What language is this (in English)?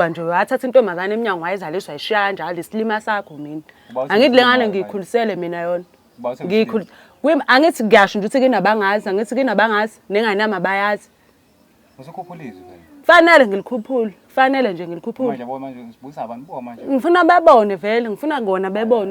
Zulu